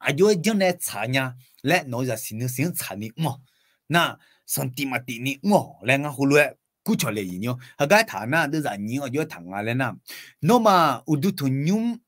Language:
Akha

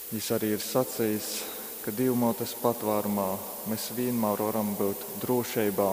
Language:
Latgalian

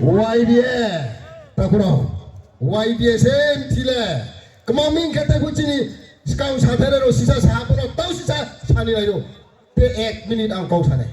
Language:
Riang (India)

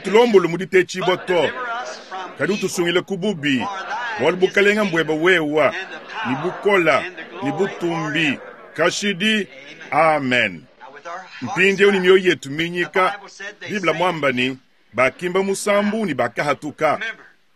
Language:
Luba-Lulua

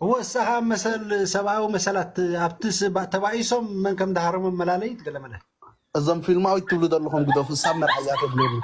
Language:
Tigrinya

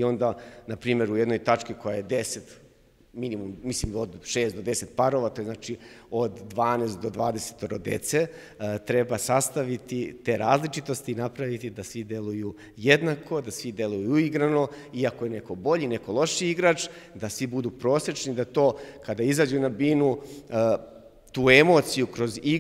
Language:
Serbian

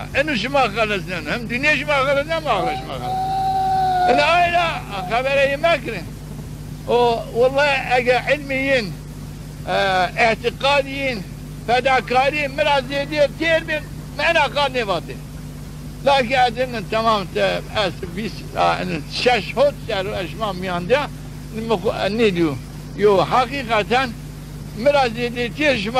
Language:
Zaza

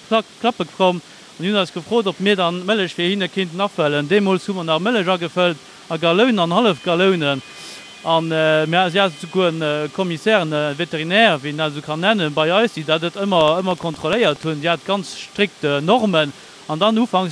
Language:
Luxembourgish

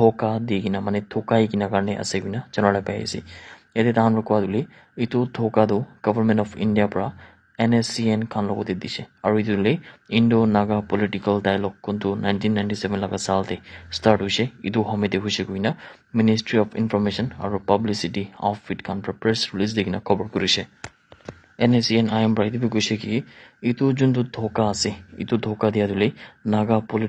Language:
Naga Pidgin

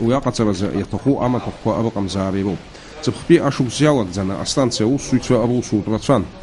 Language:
Abkhazian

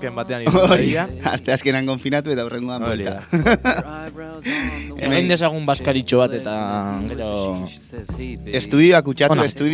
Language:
Basque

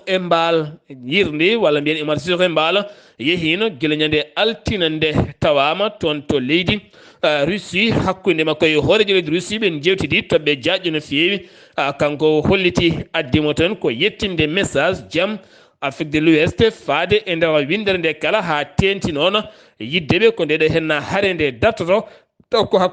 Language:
Fula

